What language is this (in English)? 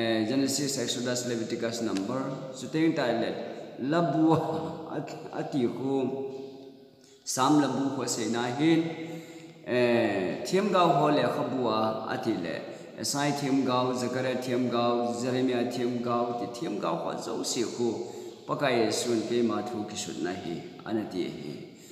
Thado Chin